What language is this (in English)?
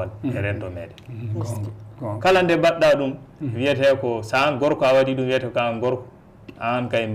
Fula